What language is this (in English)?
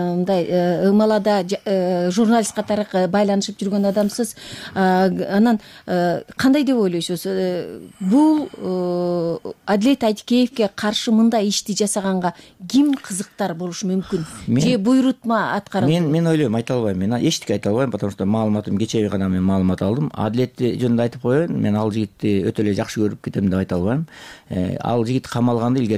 Kyrgyz